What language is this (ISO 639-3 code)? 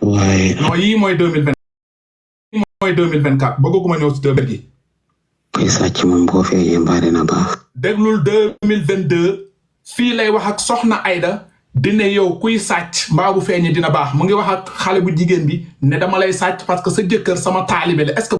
wol